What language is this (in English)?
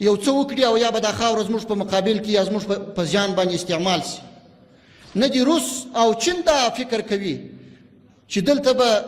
Pashto